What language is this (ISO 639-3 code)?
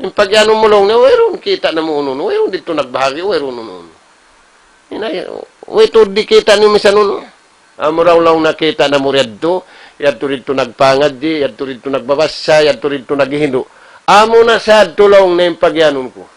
tsg